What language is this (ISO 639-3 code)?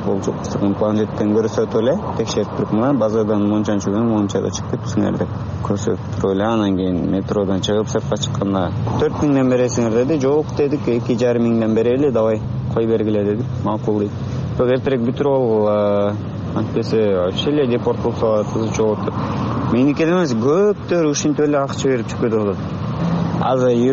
kir